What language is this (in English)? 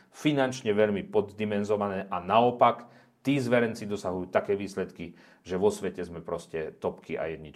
Slovak